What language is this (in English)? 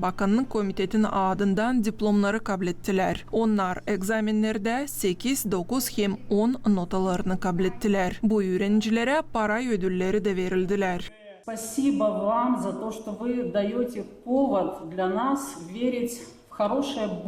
Gagauz